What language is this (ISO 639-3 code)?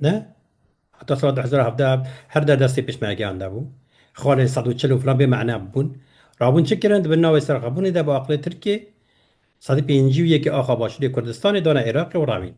kur